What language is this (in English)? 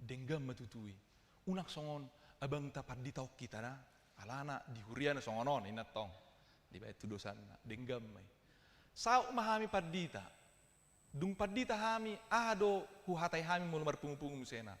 Batak Toba